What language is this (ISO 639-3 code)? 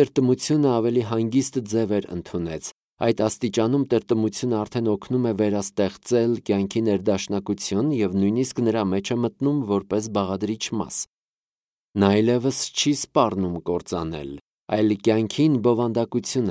hye